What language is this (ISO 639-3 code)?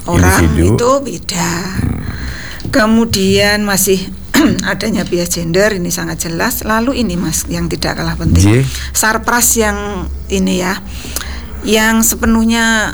ind